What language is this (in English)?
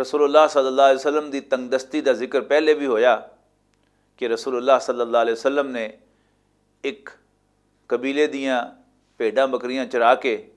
Western Panjabi